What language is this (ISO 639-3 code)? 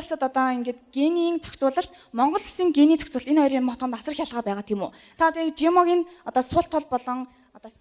mon